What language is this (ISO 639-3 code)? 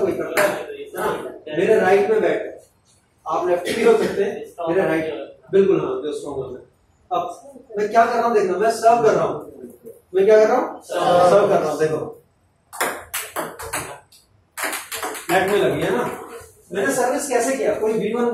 hin